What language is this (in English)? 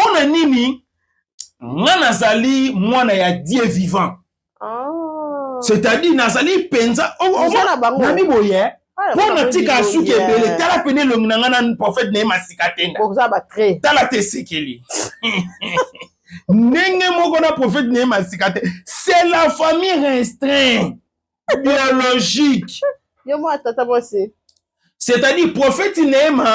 Lingala